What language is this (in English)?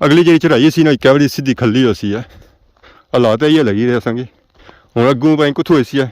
Pahari-Potwari